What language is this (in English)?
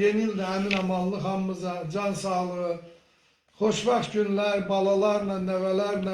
Azerbaijani